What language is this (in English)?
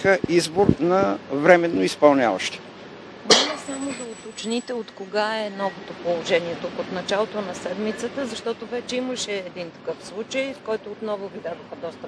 Bulgarian